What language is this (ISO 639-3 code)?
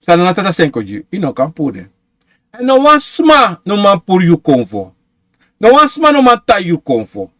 srn